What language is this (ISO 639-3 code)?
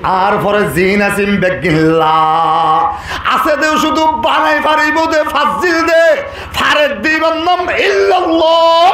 rhg